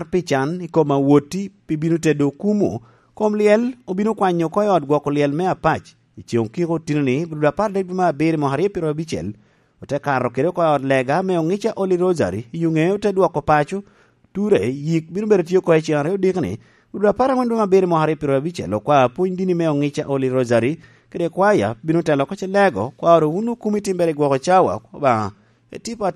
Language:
Lango (Uganda)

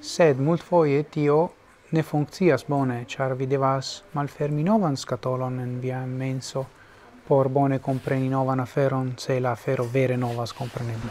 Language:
Esperanto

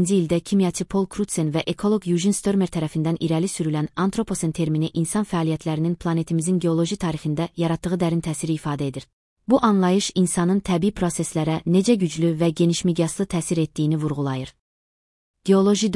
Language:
Azerbaijani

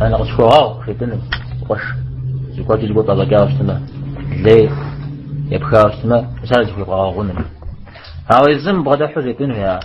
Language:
Kabardian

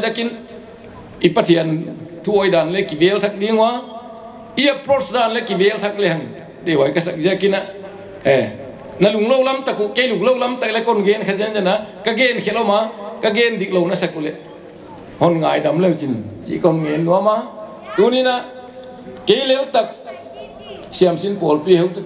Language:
Paite Chin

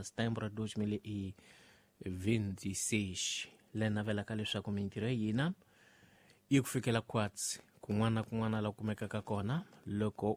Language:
Tsonga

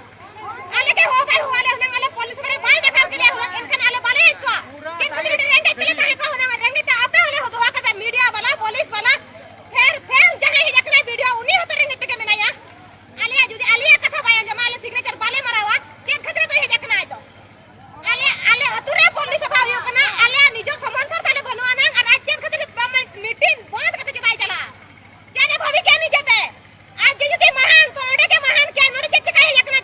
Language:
Santali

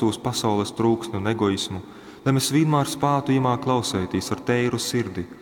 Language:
Latgalian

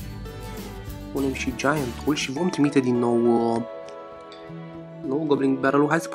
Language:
Romanian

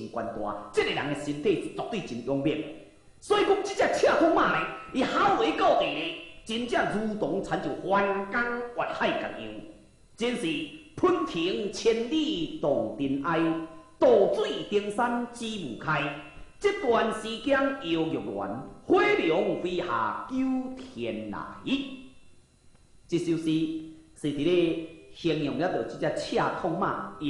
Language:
Min Nan Chinese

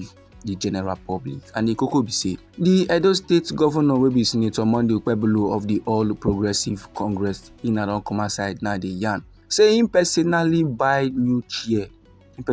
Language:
Nigerian Pidgin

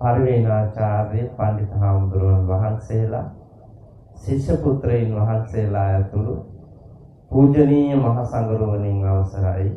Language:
Sinhala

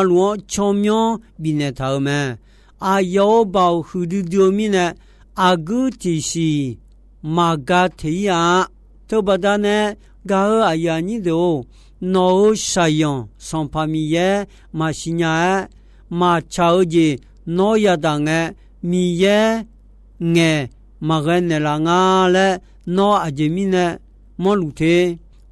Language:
Akha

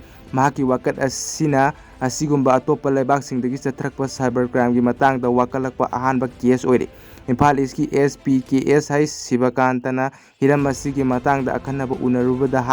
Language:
Manipuri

